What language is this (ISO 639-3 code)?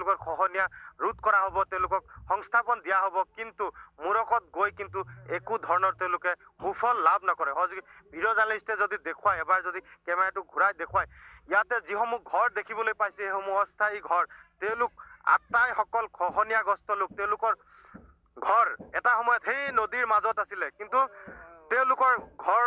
asm